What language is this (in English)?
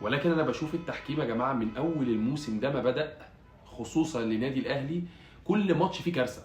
Egyptian Arabic